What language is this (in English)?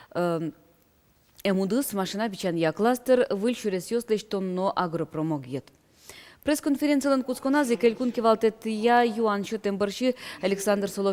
Udmurt